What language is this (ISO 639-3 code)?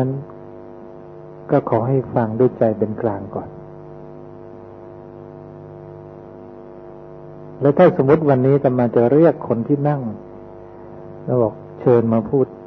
tha